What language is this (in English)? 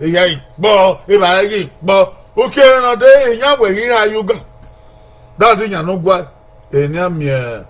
Bini